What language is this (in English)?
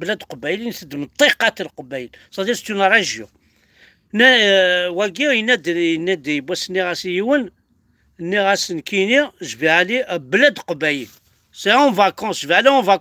Kabyle